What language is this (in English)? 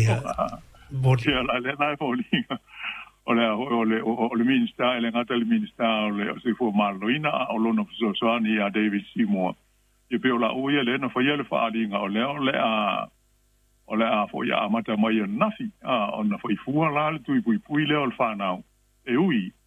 Samoan